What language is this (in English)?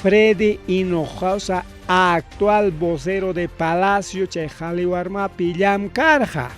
Ayacucho Quechua